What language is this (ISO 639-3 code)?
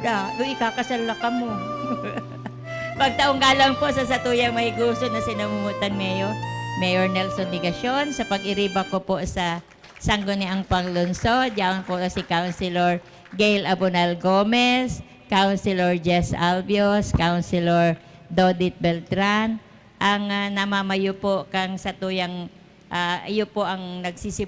bik